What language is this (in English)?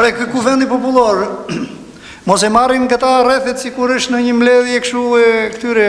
Albanian